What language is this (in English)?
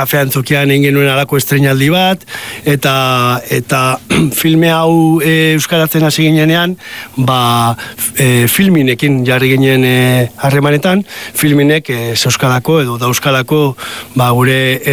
Basque